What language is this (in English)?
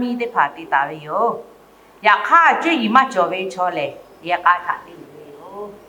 Lahu